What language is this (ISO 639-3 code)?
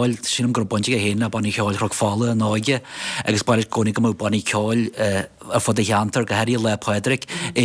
gle